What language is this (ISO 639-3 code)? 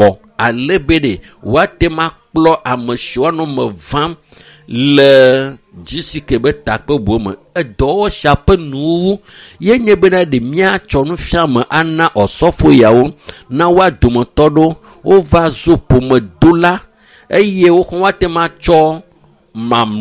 ewe